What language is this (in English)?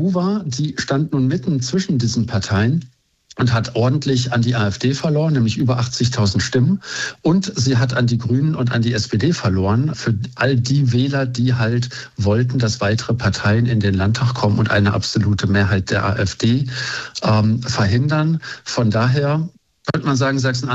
German